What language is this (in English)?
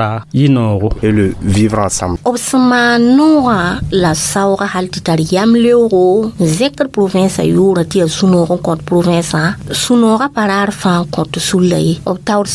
Mossi